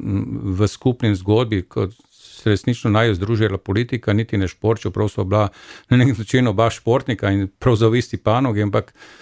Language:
Slovenian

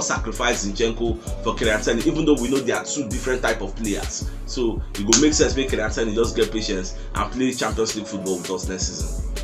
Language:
Nigerian Pidgin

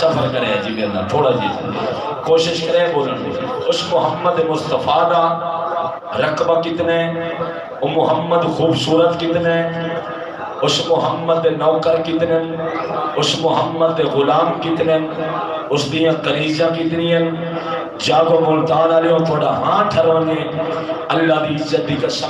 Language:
Saraiki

